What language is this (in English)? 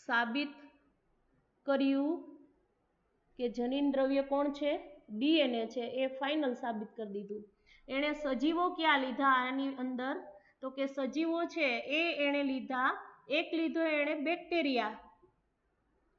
Gujarati